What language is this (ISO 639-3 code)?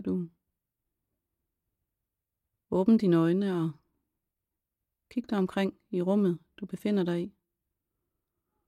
dan